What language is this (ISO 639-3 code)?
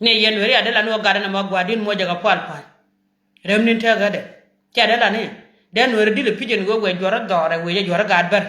nus